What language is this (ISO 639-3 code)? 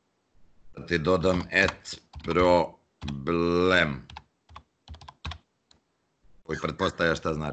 srp